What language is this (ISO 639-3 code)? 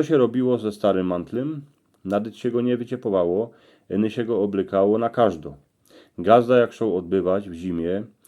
szl